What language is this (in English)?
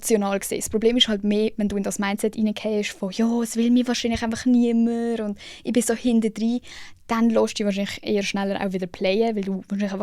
Swiss German